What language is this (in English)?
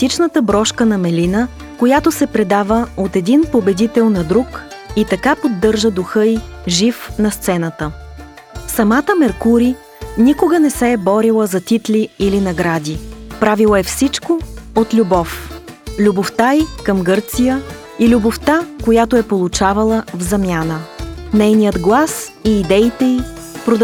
Bulgarian